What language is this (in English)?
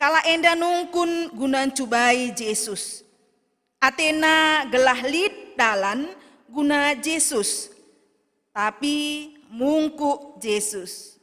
Batak Karo